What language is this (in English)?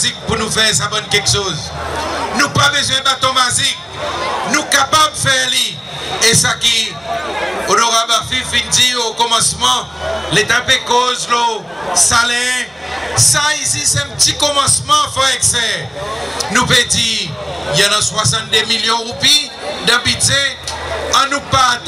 Seselwa Creole French